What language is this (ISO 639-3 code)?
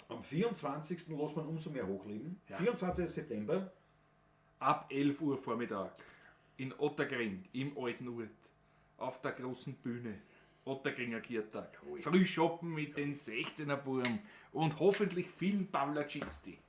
bar